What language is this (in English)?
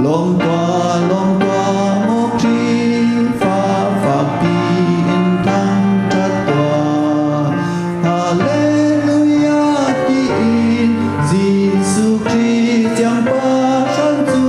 Hakha Chin